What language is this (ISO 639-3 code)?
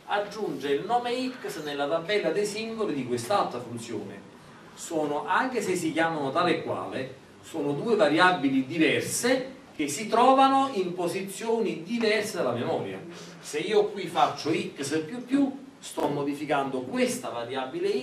ita